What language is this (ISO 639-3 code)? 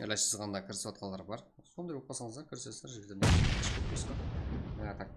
kaa